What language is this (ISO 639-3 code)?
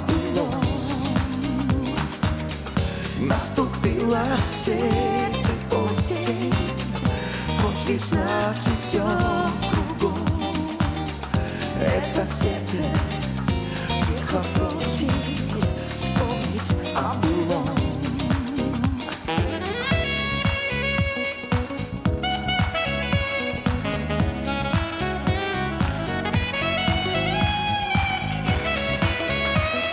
rus